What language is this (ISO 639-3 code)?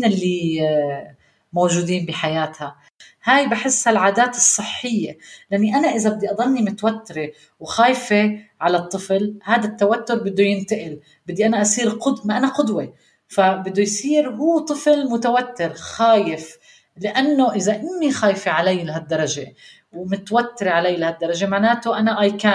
apc